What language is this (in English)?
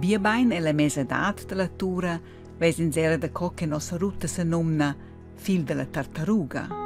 Romansh